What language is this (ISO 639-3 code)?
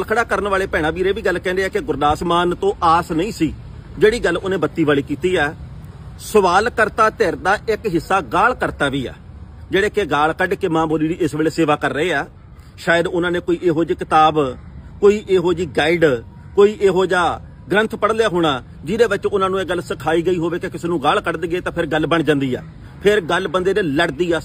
pan